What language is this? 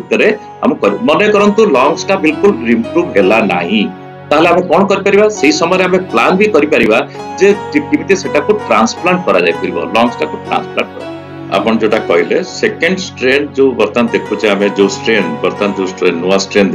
Odia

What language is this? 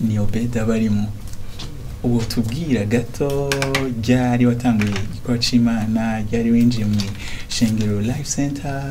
Rundi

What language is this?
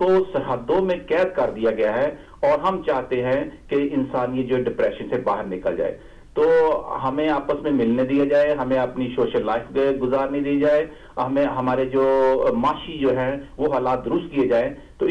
Urdu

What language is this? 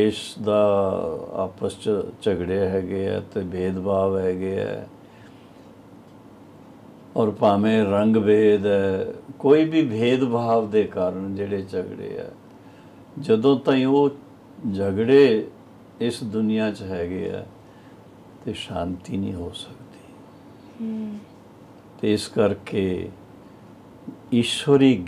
Punjabi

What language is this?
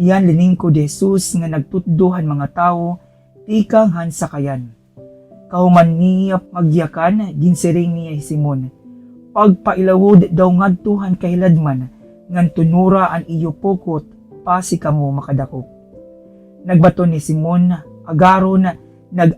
Waray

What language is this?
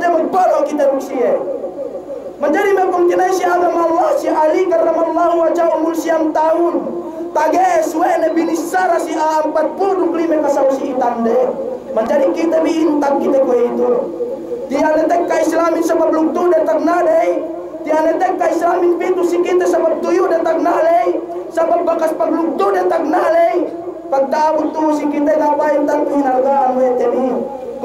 Yakan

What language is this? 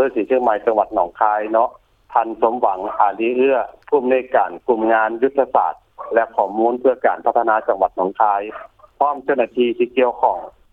Lao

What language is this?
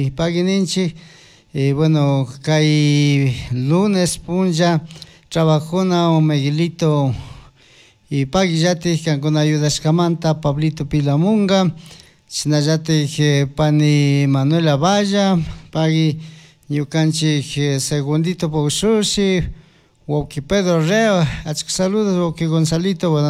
Chimborazo Highland Quichua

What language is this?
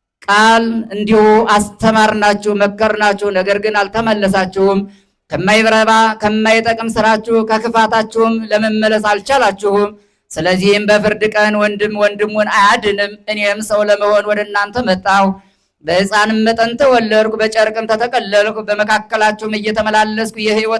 Amharic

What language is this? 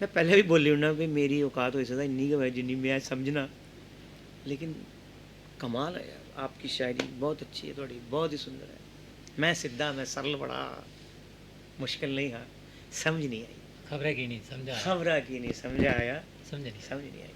Dogri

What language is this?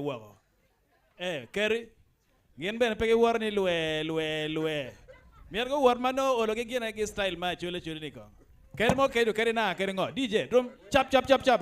Acoli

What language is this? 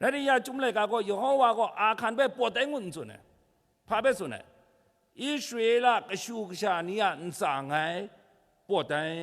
Kachin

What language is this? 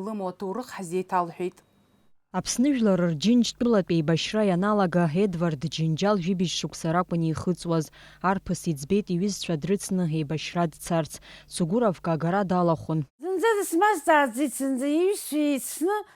Abkhazian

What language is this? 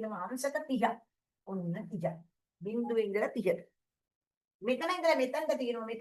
Sinhala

